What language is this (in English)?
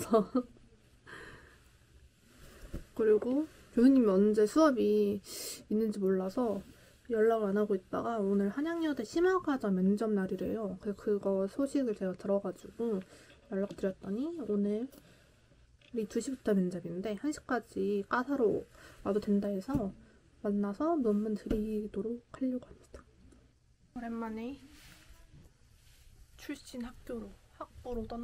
Korean